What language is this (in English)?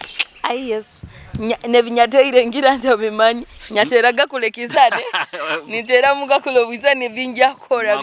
Nyoro